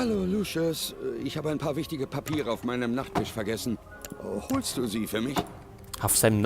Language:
Bavarian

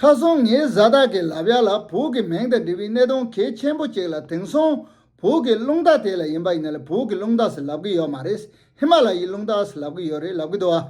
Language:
Tibetan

